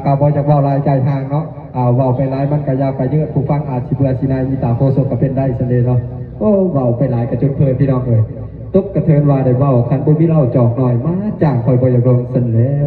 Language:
Lao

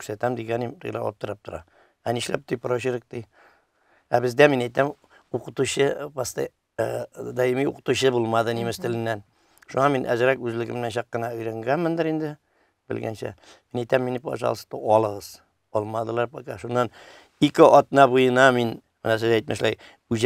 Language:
Tatar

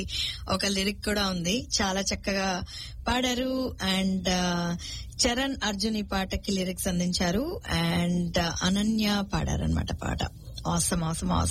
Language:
Telugu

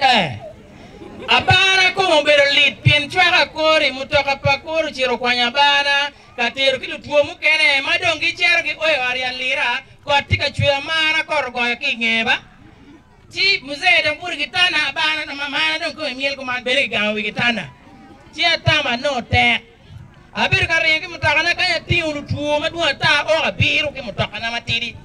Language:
Acoli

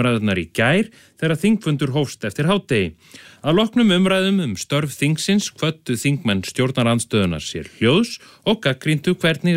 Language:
Icelandic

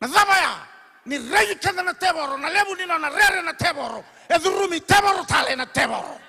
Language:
Fijian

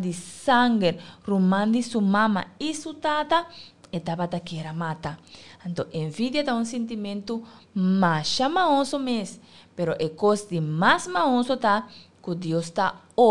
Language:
Papiamento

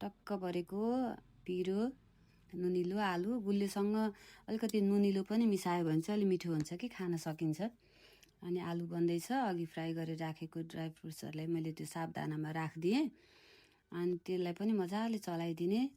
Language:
Nepali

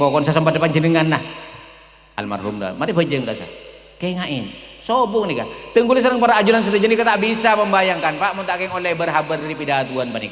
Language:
Madurese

